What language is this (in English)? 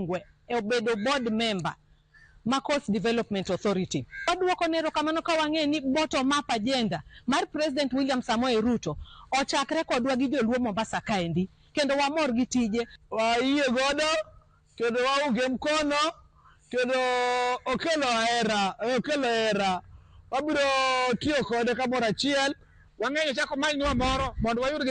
Luo (Kenya and Tanzania)